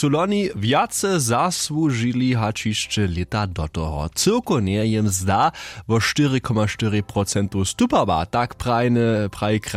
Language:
Upper Sorbian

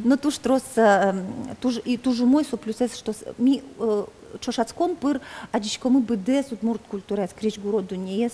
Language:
Udmurt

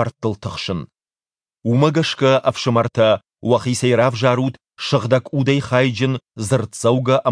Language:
Ossetic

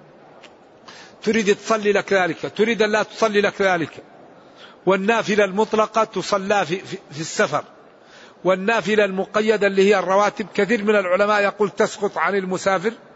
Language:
Arabic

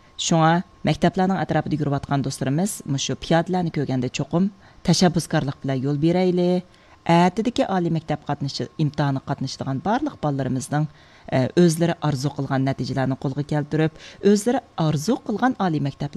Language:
Uyghur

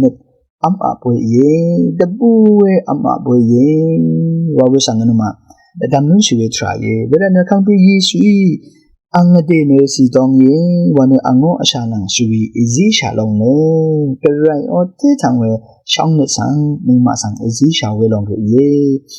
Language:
Rawang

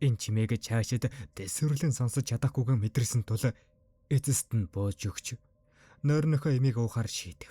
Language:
Mongolian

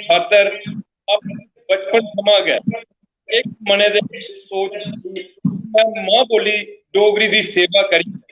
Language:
Dogri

